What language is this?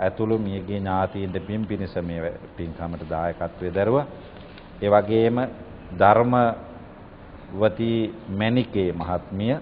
Sinhala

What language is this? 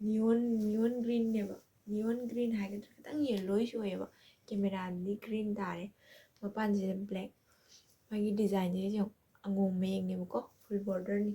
Manipuri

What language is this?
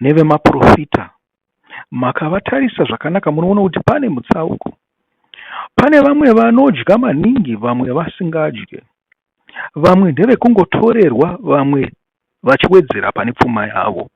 Shona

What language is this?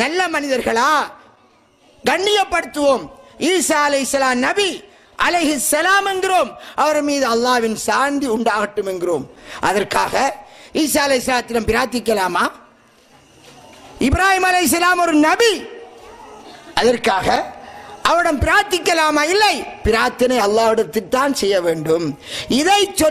Tamil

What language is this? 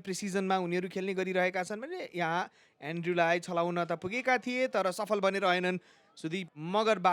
Nepali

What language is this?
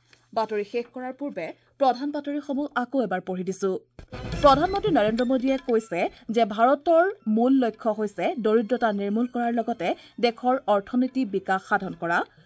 Assamese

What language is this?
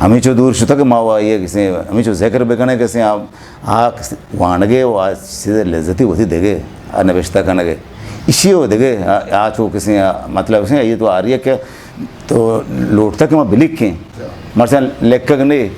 Eastern Balochi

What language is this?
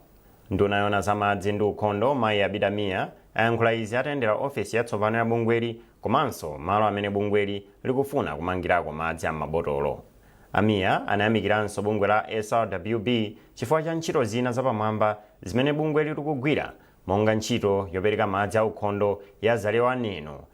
Nyanja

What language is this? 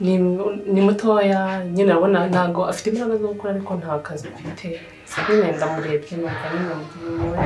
Kinyarwanda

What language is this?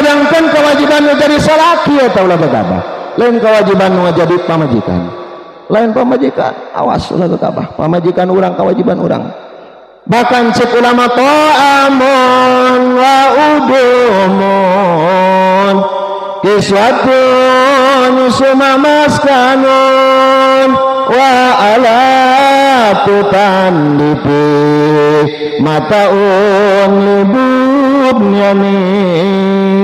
Sundanese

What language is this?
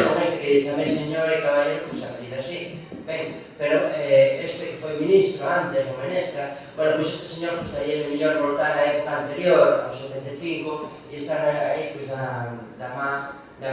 Galician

